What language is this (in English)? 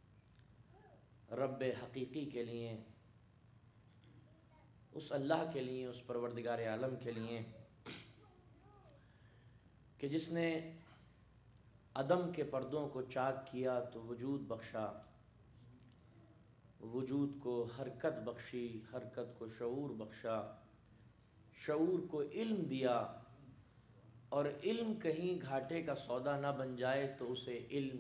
Urdu